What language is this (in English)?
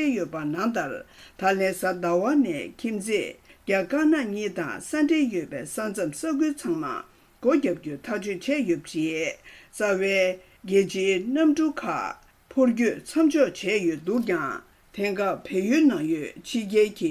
Tibetan